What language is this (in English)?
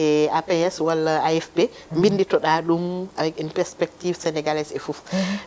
Fula